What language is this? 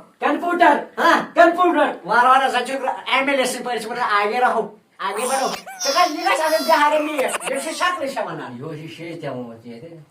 Kashmiri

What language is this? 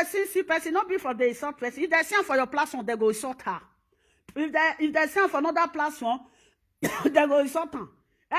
Nigerian Pidgin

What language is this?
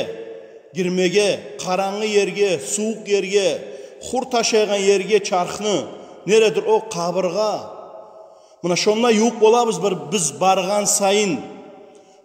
Kumyk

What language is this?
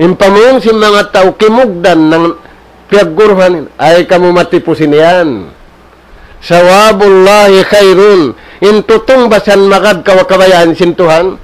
Tausug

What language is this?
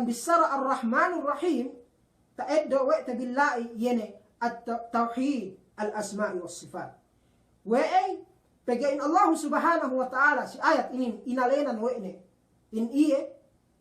Yakan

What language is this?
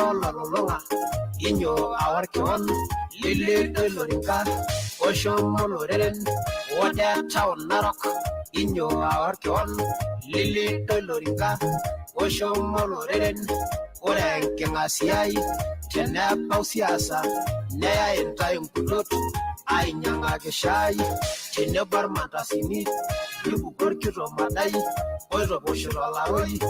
Masai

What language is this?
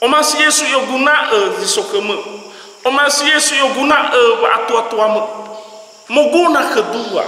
Nias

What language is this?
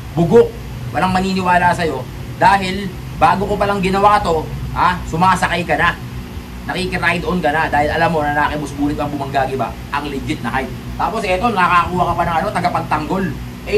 Filipino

